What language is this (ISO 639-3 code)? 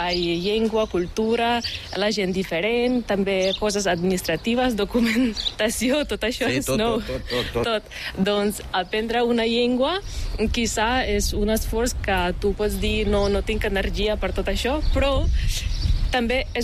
cat